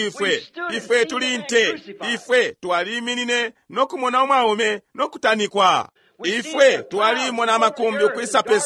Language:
Bemba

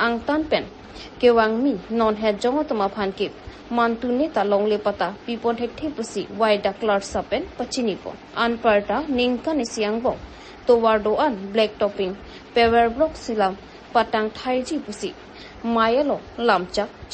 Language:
Karbi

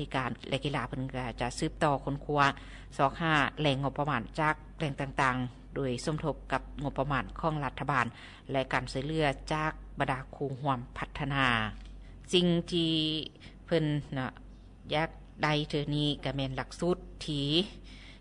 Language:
Lao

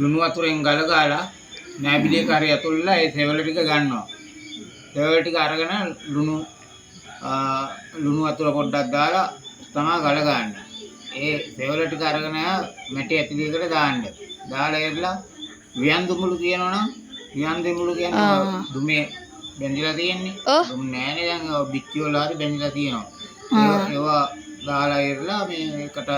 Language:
Sinhala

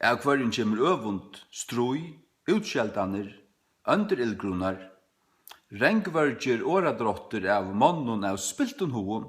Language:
Faroese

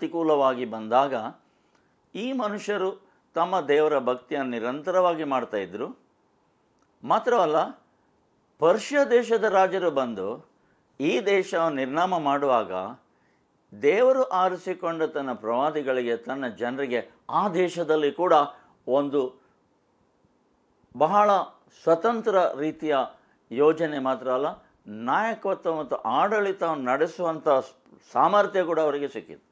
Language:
Kannada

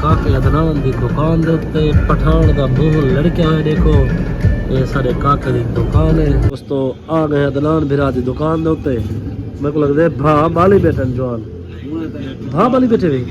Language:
Saraiki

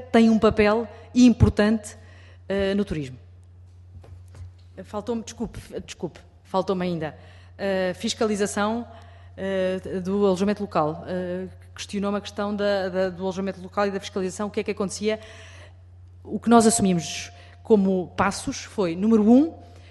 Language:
Portuguese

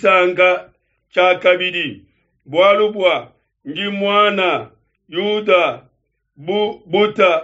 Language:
Luba-Lulua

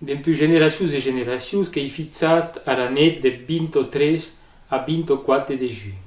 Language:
Occitan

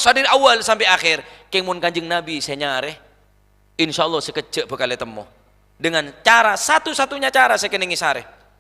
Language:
Madurese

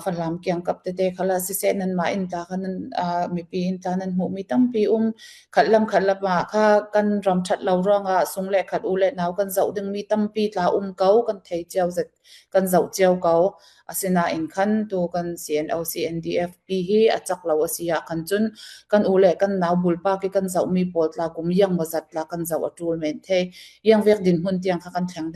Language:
Falam Chin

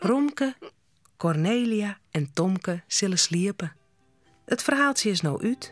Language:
Western Frisian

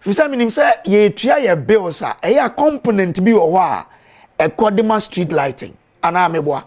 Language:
Akan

